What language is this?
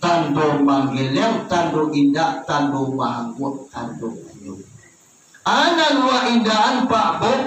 Minangkabau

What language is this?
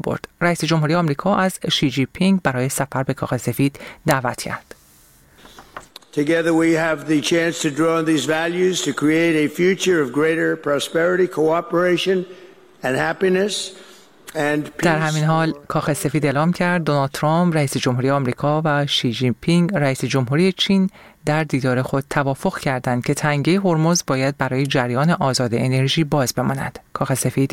Persian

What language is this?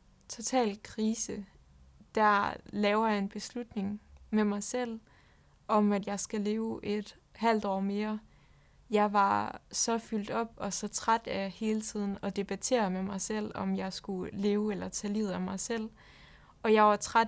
Danish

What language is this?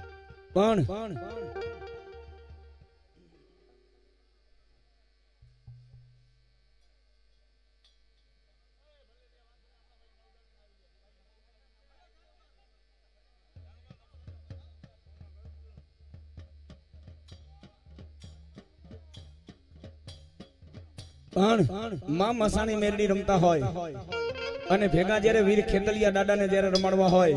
Gujarati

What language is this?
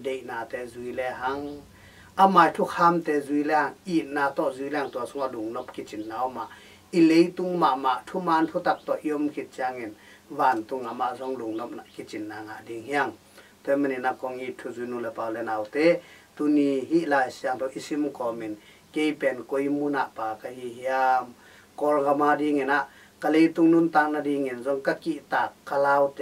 Tedim Chin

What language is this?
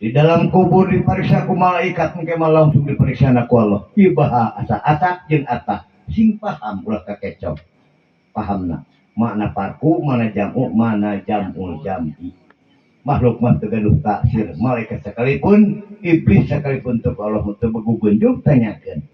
Sundanese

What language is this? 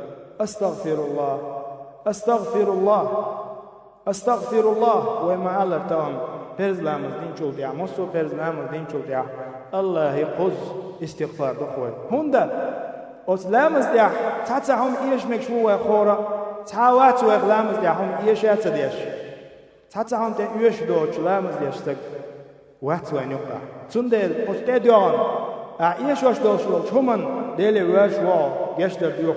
Chechen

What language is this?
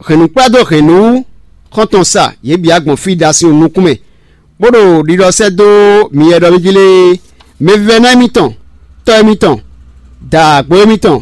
Fon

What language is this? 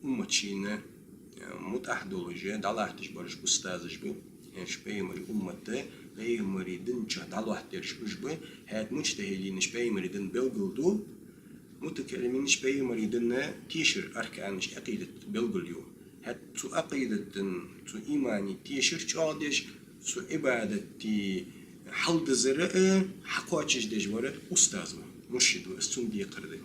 Ingush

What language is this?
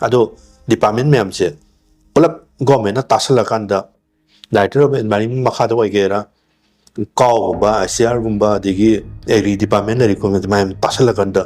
Manipuri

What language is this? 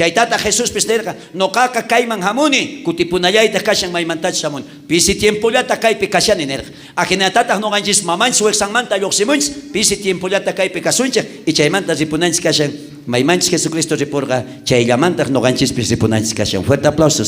South Bolivian Quechua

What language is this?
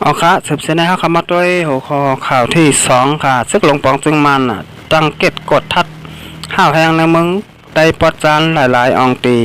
Shan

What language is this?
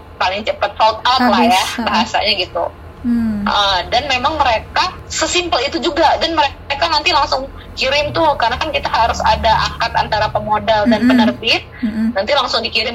Indonesian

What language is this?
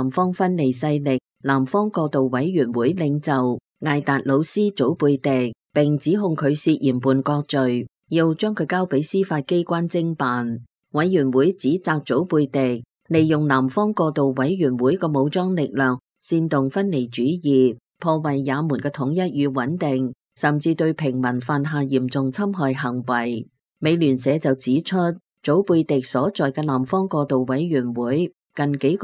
Cantonese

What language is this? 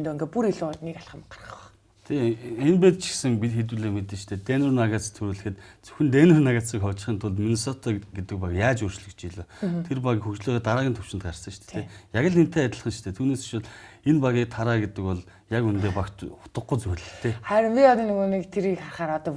Mongolian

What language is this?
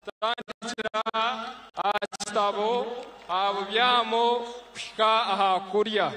Nyankole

